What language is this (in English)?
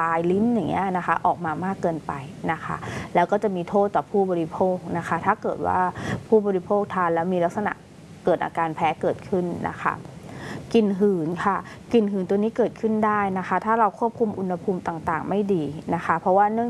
Thai